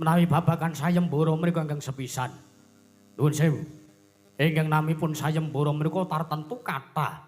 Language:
Javanese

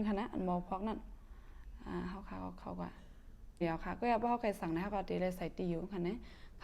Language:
Shan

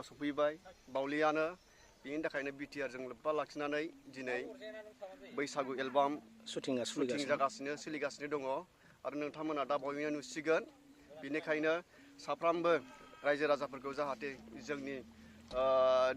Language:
Bodo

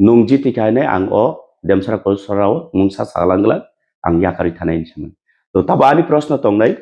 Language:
Kok Borok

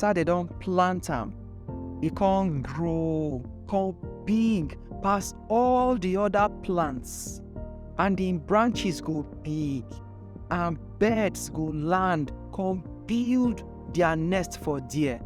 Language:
Nigerian Pidgin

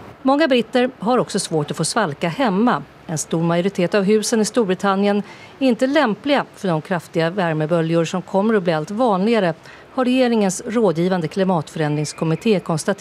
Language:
Swedish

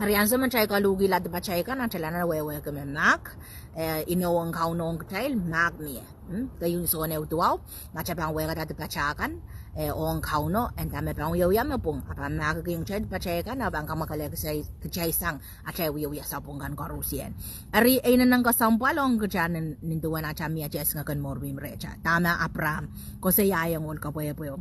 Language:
Pohnpeian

